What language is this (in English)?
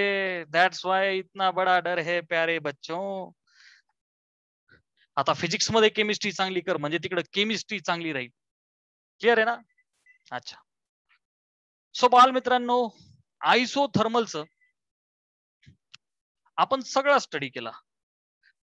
Marathi